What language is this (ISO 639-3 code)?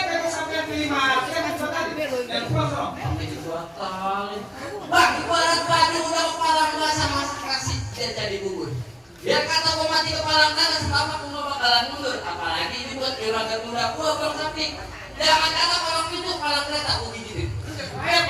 bew